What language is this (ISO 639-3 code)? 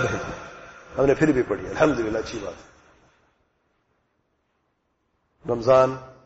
urd